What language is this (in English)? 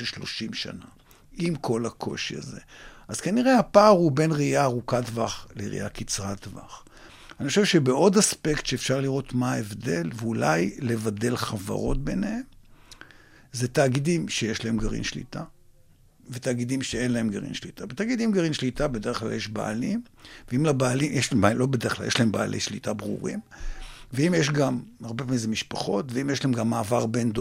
Hebrew